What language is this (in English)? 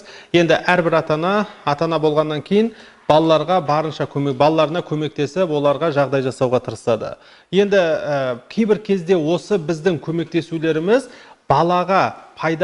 Kazakh